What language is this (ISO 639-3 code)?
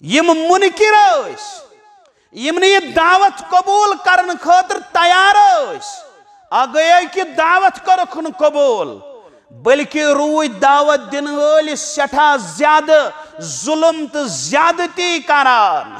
kas